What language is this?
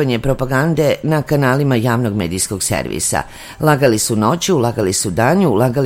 Serbian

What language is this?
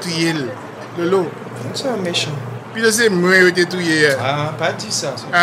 Haitian Creole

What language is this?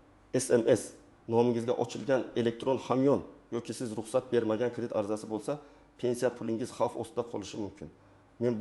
Uzbek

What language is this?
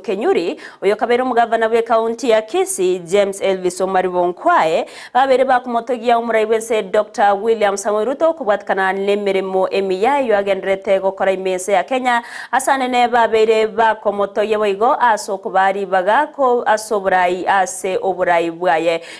Gusii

